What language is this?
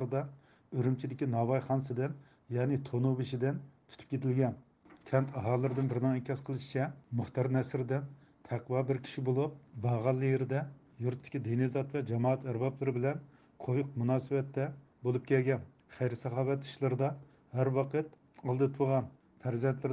Uyghur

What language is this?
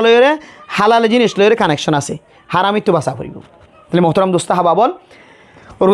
Rohingya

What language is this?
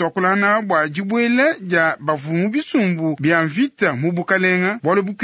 Luba-Lulua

